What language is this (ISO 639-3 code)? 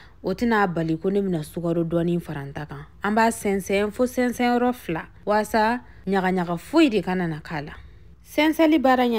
bam